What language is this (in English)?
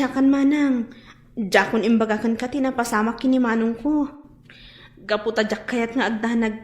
Iloko